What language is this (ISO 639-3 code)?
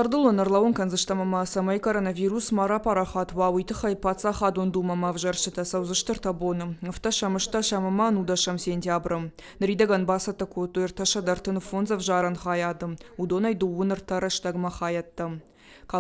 oss